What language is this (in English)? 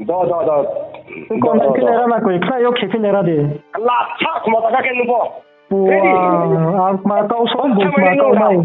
Riang (India)